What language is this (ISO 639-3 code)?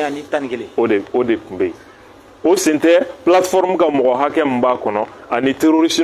bam